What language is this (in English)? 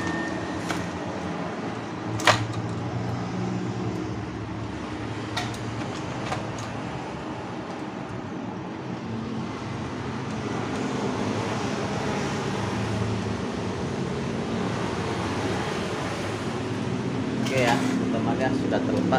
Indonesian